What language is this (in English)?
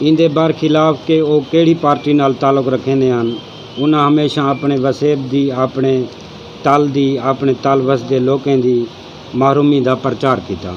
Saraiki